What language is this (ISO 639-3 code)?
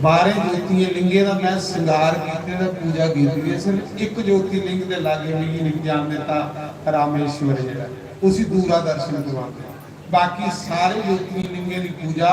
doi